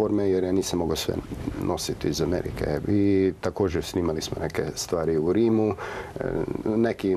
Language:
Croatian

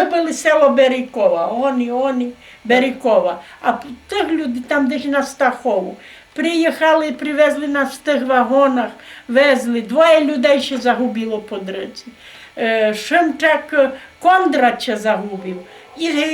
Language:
Rusyn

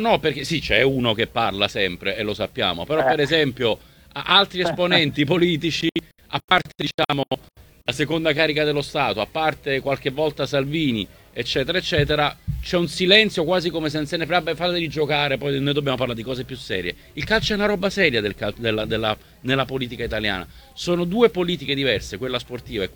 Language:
Italian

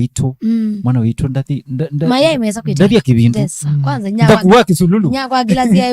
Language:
Kamba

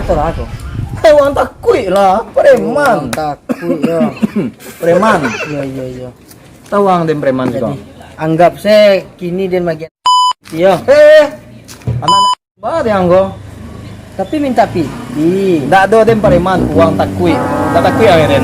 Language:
Minangkabau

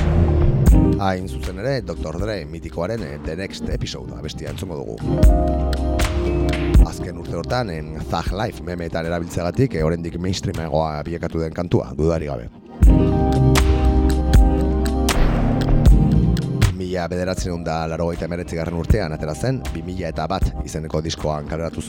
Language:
Basque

